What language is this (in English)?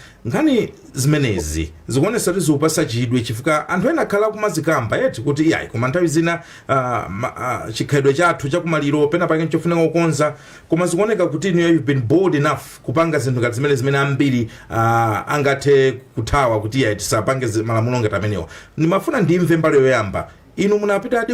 Nyanja